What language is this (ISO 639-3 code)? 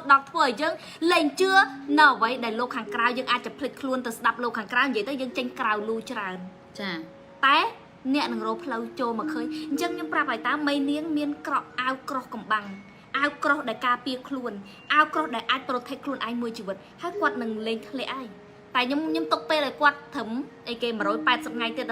khm